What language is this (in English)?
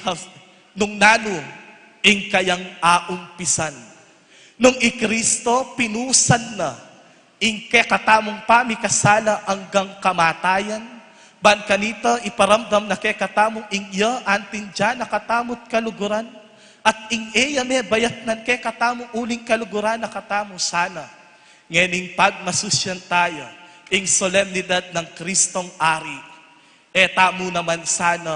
Pampanga